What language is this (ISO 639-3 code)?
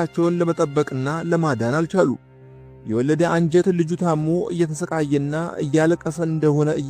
amh